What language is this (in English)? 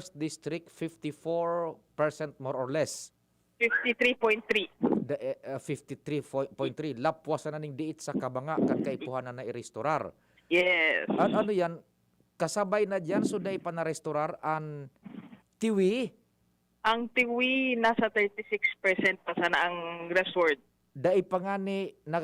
Bikol